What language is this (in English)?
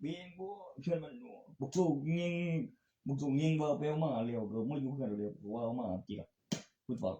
Northeastern Thai